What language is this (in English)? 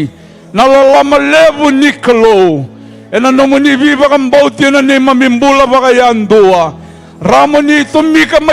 Fijian